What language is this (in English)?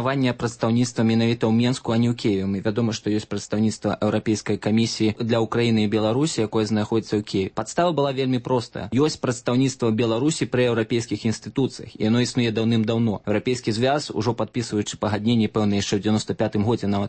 Belarusian